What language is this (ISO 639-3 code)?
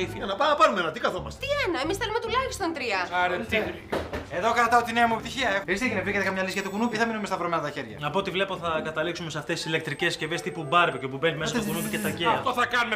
ell